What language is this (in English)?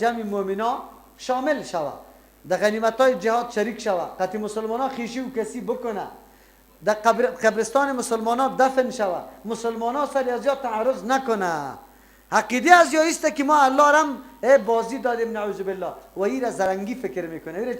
Persian